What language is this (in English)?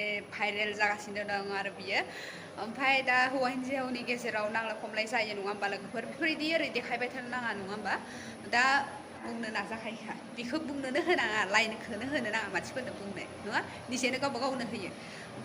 Bodo